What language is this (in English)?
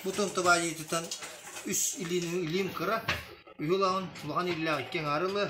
Yakut